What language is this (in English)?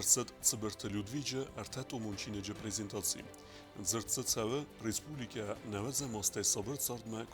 Ossetic